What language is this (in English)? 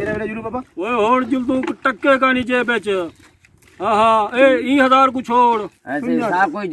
Saraiki